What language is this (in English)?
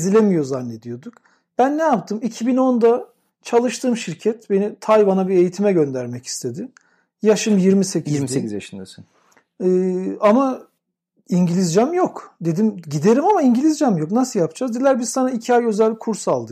Turkish